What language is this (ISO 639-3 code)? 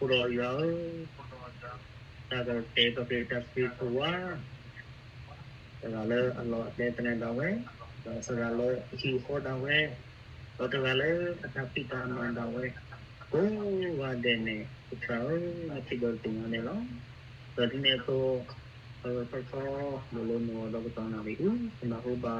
ksw